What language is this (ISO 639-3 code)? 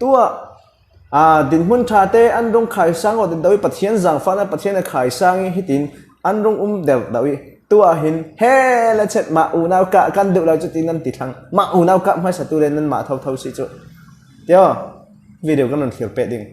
cfm